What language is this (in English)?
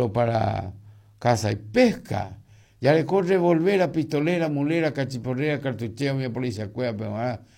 Guarani